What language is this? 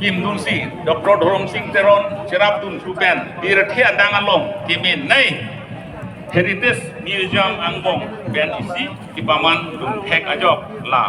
Karbi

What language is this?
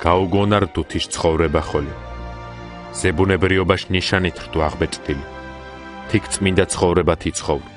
Mingrelian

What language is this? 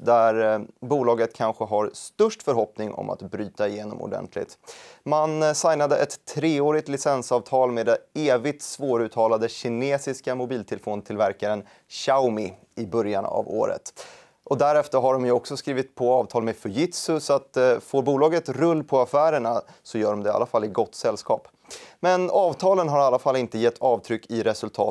Swedish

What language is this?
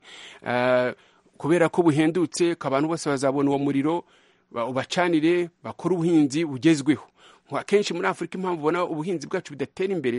Kinyarwanda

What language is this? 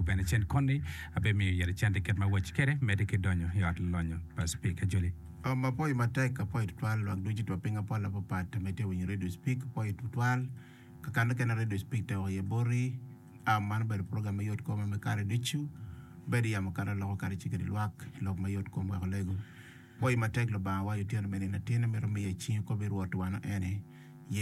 Acoli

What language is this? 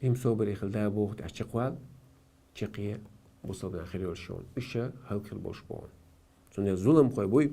Chechen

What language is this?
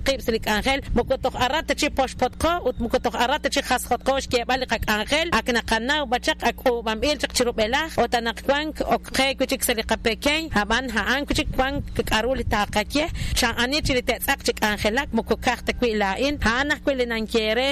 Kekchí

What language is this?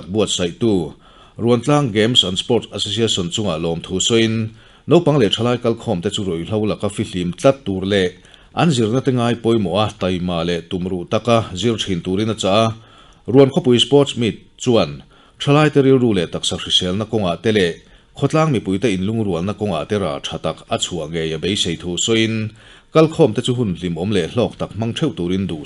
Mizo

